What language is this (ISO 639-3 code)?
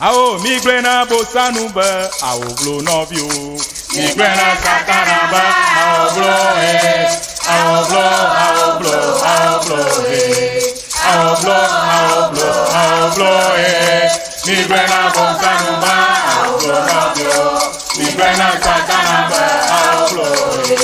ewe